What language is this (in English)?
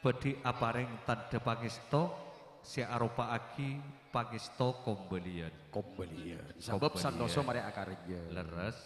Madurese